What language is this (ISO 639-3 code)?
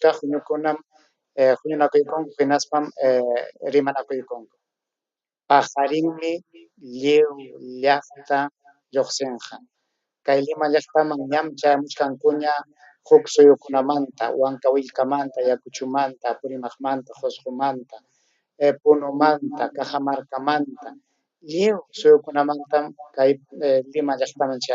quy